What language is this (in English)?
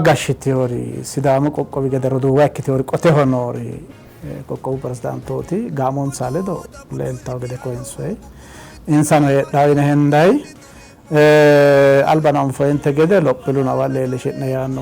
Sidamo